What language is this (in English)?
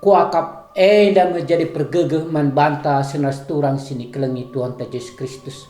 Batak Karo